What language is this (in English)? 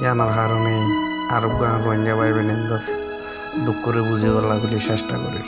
Rohingya